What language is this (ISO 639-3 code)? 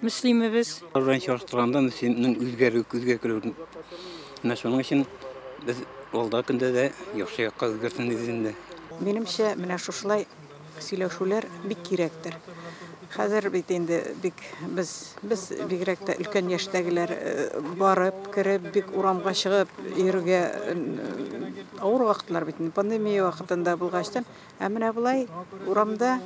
tat